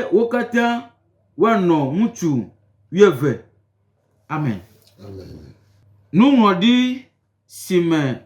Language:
Gen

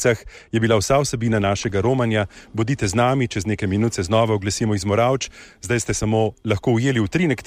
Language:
Slovenian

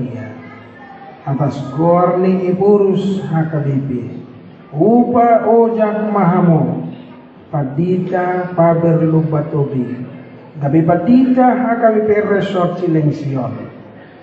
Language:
Batak Toba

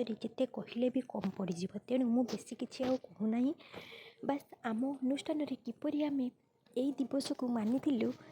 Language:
Odia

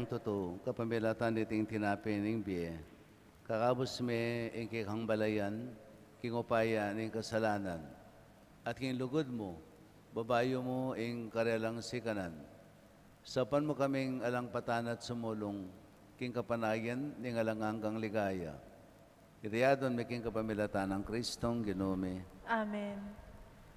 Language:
Pampanga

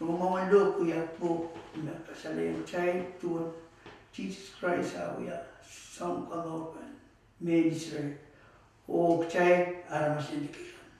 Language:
Pohnpeian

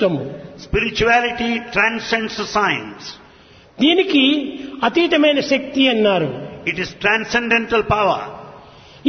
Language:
Telugu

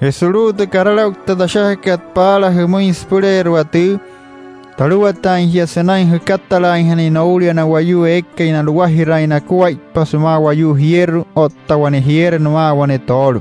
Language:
Wayuu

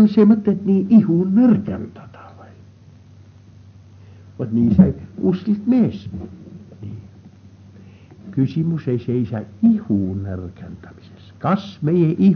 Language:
Estonian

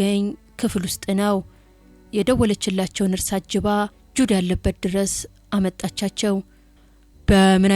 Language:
Amharic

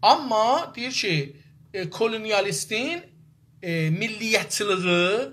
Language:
South Azerbaijani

